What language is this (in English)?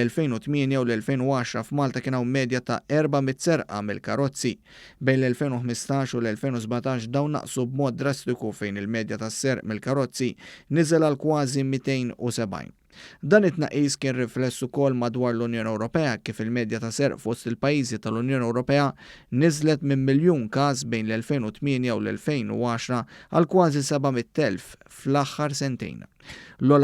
Maltese